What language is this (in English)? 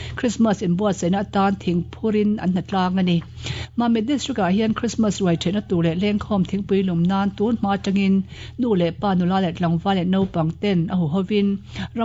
Mizo